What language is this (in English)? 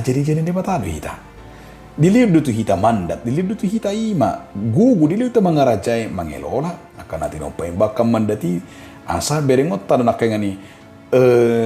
Batak Toba